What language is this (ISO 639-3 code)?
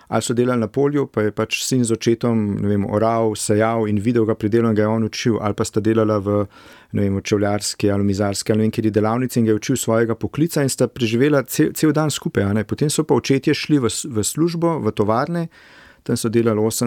slv